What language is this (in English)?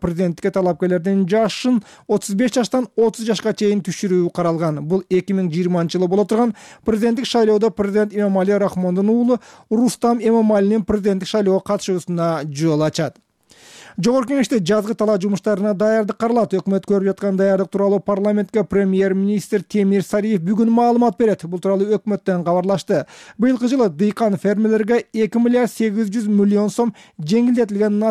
Kyrgyz